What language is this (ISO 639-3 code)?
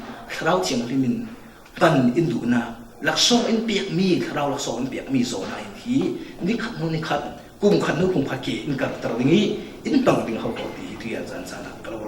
cfm